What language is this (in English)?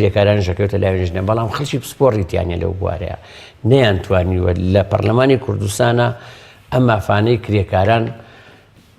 Central Kurdish